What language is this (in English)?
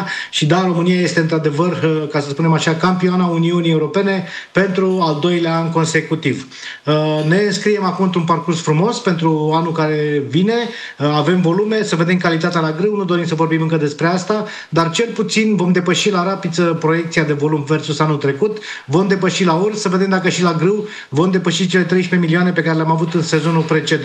Romanian